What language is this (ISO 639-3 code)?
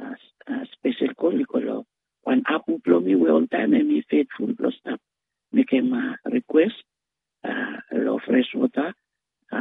bis